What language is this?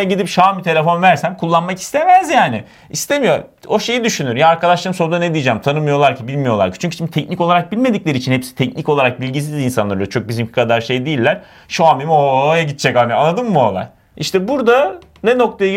Turkish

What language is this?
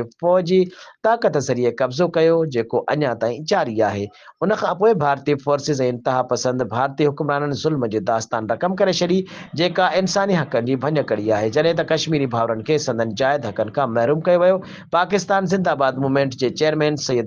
Sindhi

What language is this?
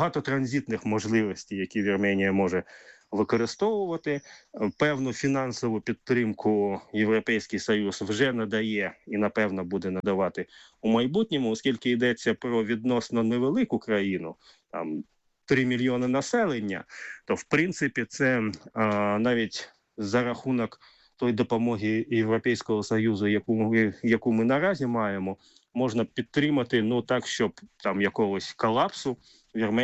Ukrainian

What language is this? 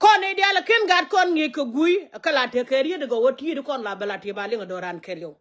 Nuer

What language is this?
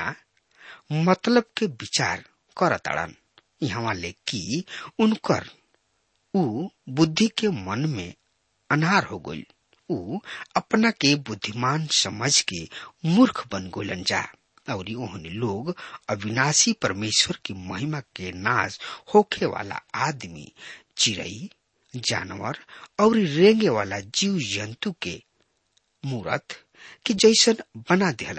Bhojpuri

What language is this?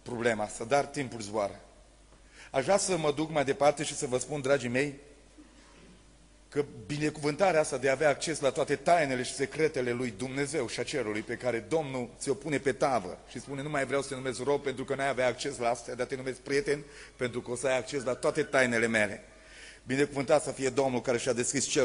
Romanian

